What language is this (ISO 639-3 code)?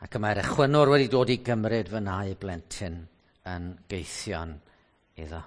cym